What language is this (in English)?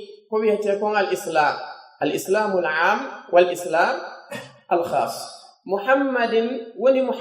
Pular